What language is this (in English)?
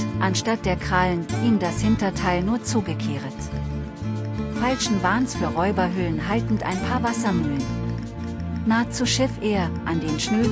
German